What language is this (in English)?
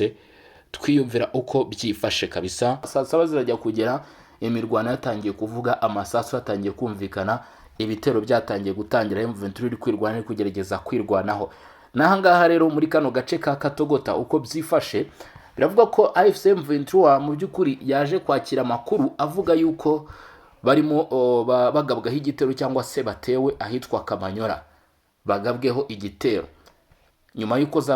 Kinyarwanda